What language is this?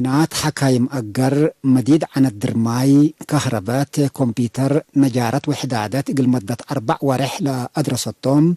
Tigre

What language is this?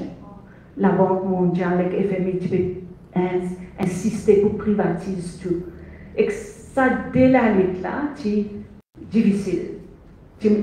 Morisyen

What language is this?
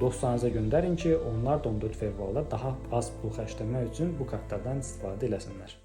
Azerbaijani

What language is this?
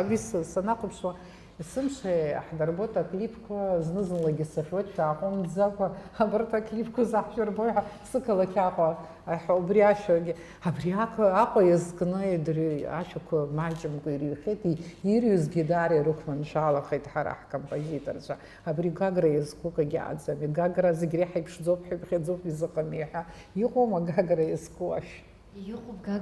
Abkhazian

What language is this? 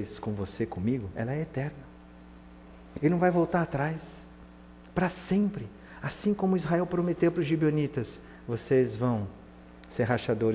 Portuguese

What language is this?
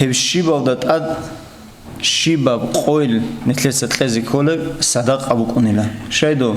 Avaric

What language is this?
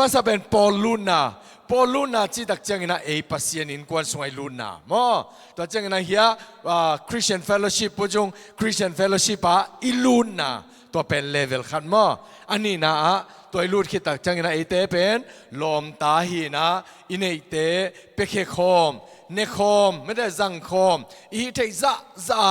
Tedim Chin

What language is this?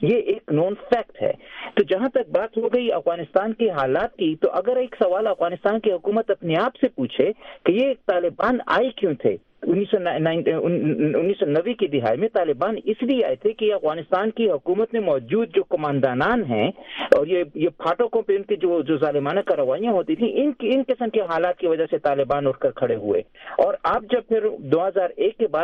Urdu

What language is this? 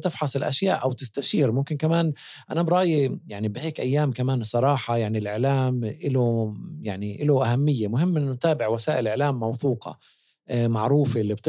North Levantine Arabic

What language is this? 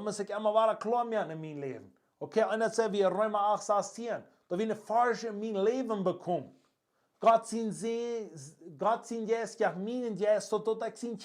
Plautdietsch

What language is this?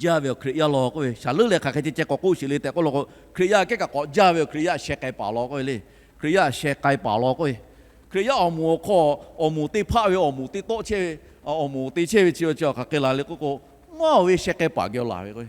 Lahu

